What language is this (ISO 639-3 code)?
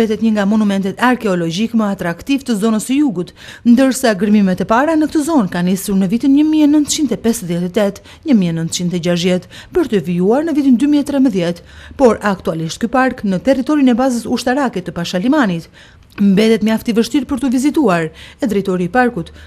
sqi